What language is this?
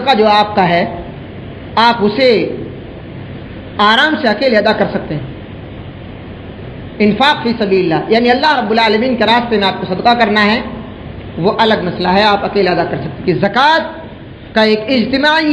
Urdu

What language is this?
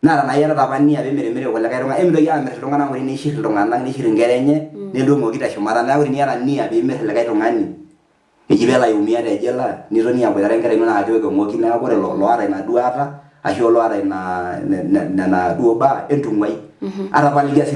Masai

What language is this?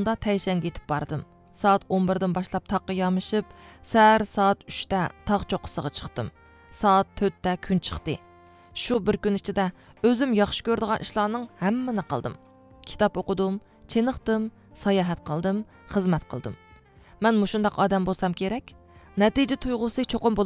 Uyghur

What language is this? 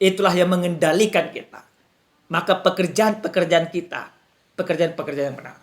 Batak Toba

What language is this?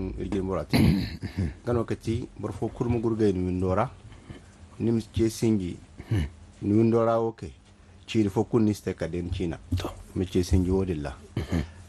Zarma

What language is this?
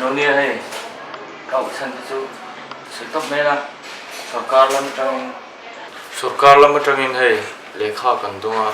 Mizo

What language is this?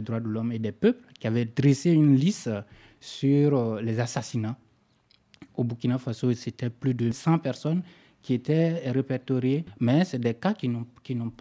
French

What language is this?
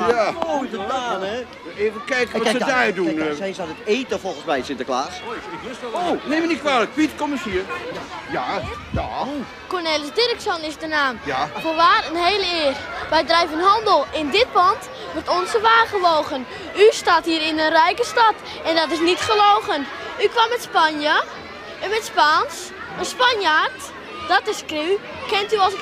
Dutch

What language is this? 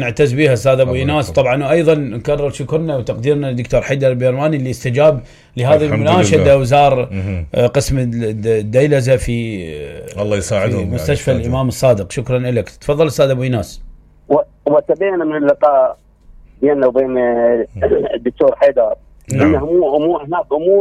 Mesopotamian Arabic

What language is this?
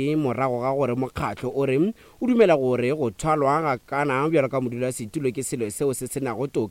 Northern Sotho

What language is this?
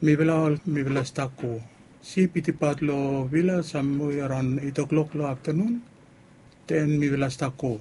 Bislama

